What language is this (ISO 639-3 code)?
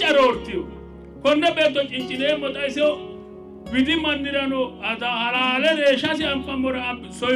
sid